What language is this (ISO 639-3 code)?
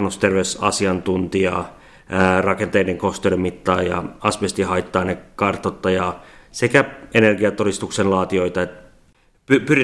fin